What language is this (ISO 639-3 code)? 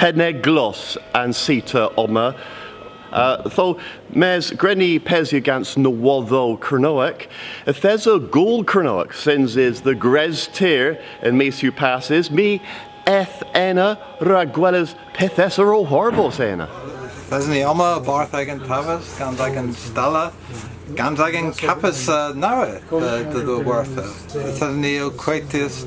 cor